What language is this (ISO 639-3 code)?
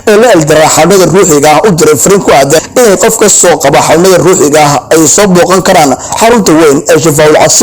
som